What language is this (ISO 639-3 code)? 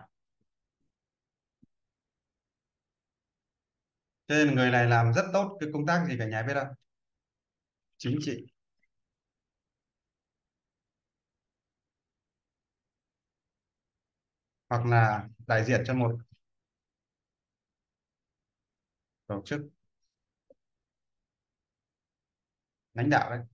vie